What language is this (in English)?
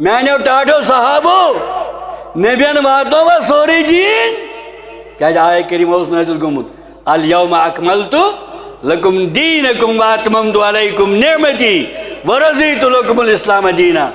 Kashmiri